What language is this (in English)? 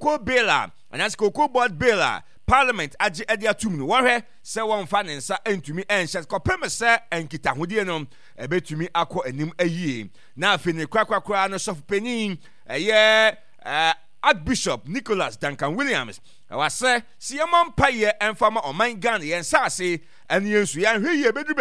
Akan